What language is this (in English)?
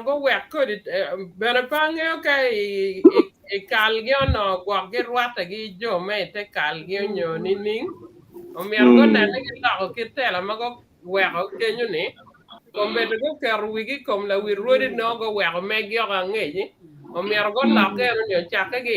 Acoli